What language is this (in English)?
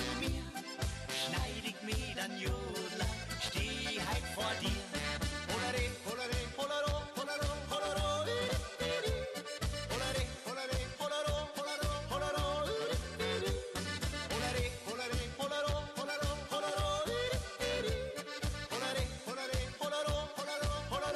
Romanian